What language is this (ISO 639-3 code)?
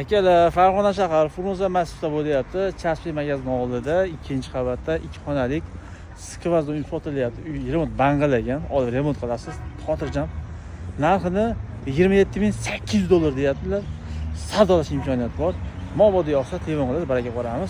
uzb